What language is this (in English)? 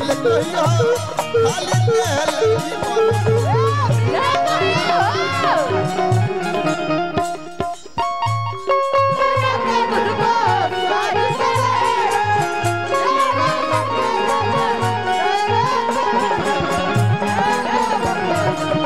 Bhojpuri